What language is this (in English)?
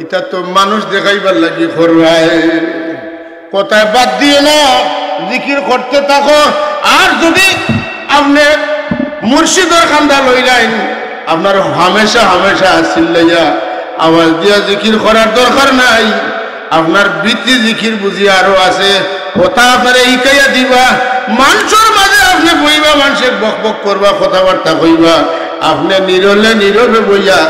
Sylheti